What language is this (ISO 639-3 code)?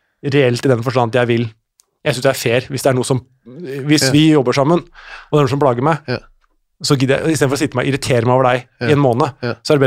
nor